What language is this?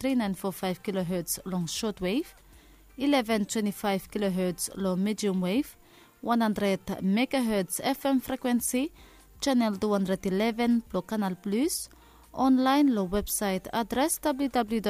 Bislama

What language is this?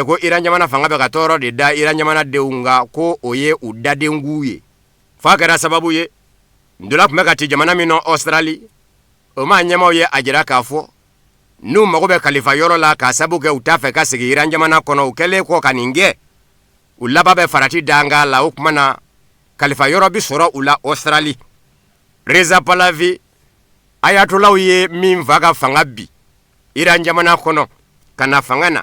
Bambara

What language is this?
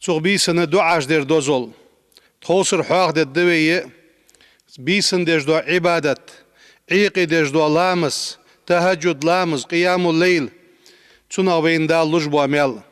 Ingush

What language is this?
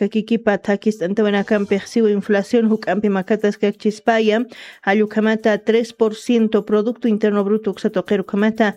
Aymara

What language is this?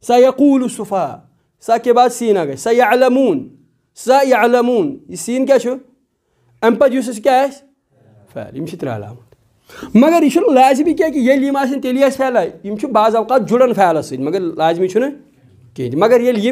Kashmiri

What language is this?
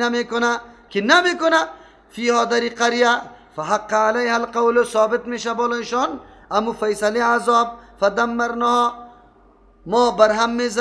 Persian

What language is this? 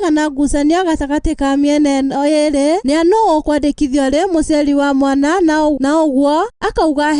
Kikuyu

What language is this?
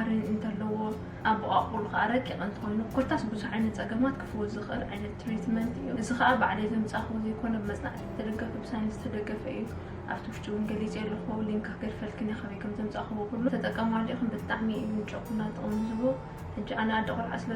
Tigrinya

